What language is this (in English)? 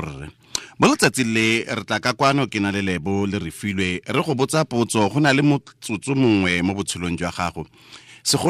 Tswana